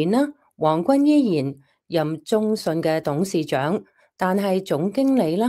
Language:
Cantonese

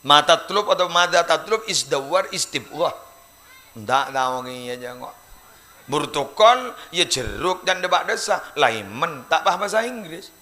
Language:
Madurese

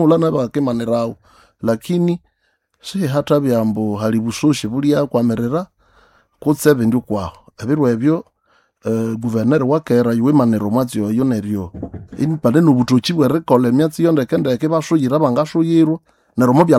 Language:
Nande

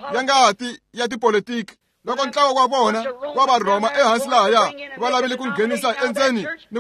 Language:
Tsonga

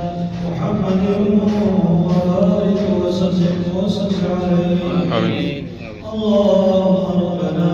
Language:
Pahari-Potwari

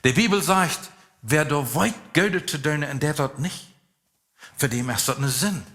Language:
Plautdietsch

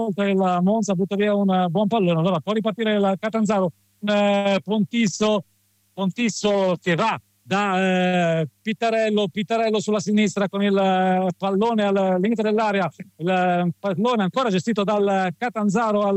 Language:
Italian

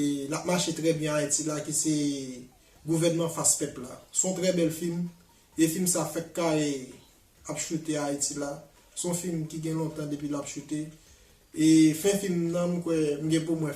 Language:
Haitian Creole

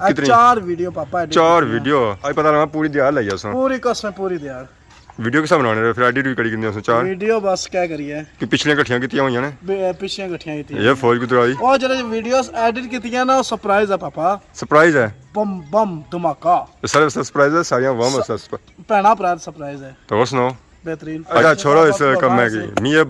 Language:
Pahari-Potwari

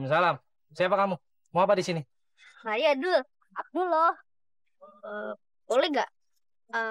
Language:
Betawi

